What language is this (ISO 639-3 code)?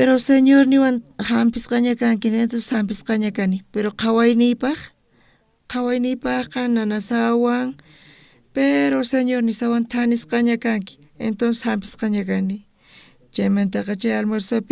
quh